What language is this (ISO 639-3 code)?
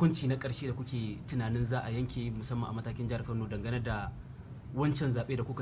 hau